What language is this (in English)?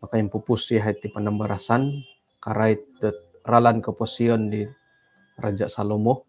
Central Dusun